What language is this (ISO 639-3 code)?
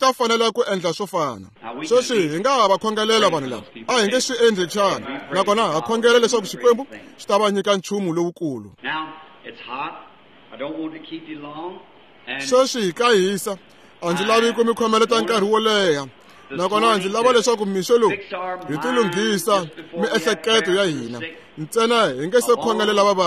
tso